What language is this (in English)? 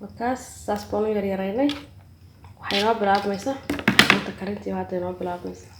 Somali